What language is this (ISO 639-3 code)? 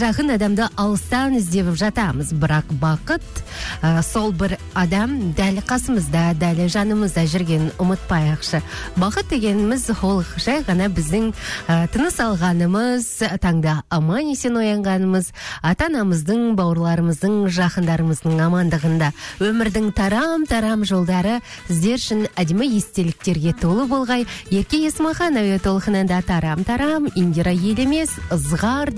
kaz